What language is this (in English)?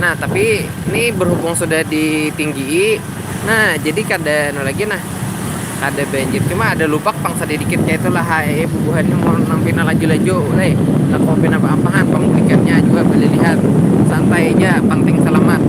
Banjar